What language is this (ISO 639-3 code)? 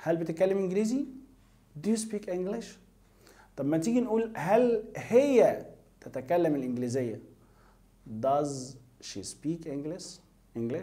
arz